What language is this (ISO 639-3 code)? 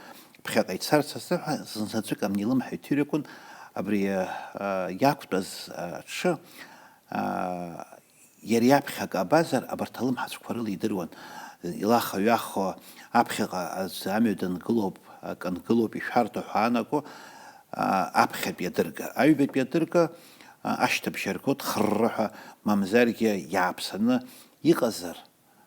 abk